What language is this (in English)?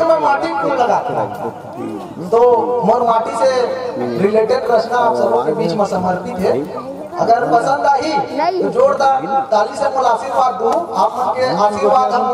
Chhattisgarhi